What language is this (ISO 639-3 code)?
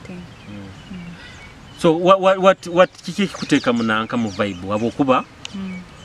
nyo